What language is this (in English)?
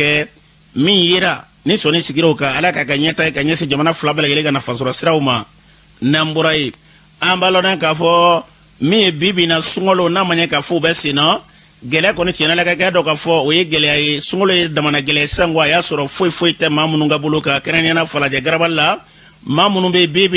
Bambara